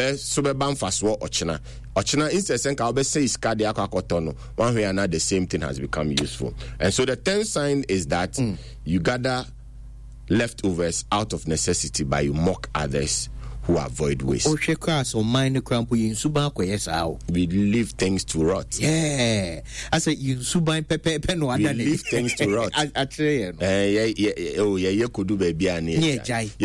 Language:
Akan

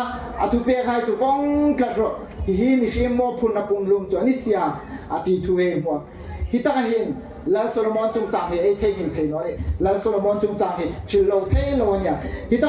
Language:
Hmar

